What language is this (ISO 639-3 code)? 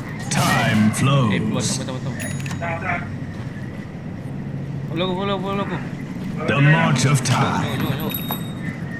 msa